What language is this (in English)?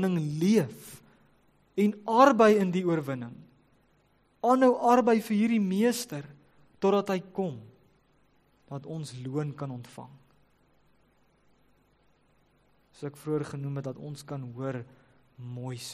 Afrikaans